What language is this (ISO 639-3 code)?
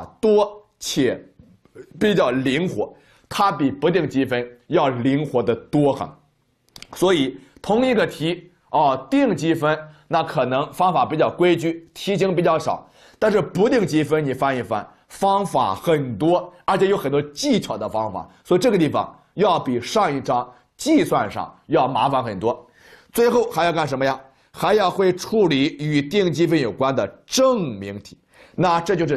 zho